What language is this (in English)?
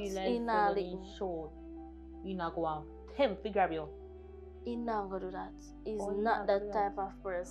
Jamaican Creole English